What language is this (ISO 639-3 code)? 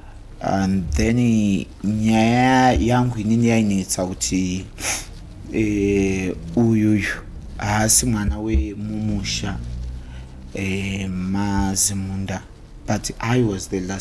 sna